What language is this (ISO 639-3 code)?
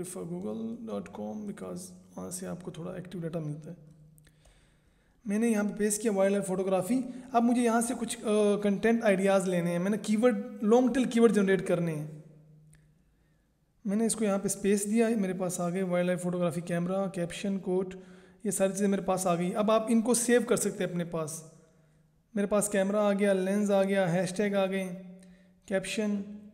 hin